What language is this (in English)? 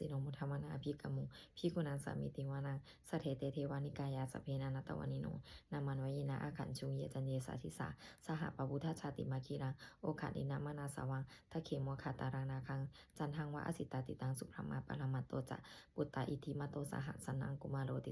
Pali